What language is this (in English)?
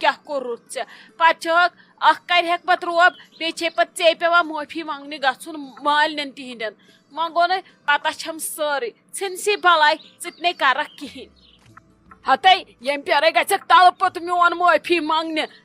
Kashmiri